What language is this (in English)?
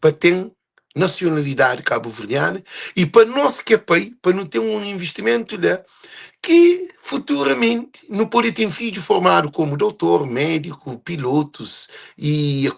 Kabuverdianu